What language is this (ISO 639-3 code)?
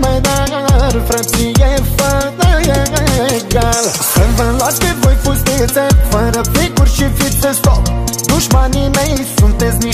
ron